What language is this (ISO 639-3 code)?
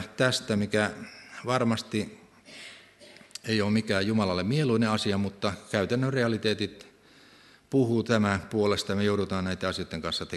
fin